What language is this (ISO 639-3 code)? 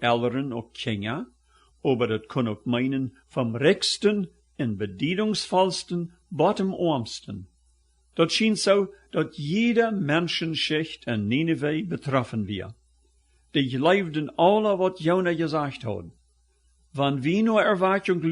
pdt